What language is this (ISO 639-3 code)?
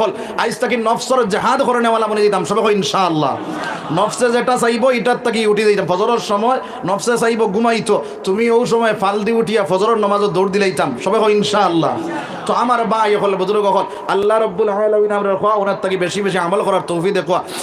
syl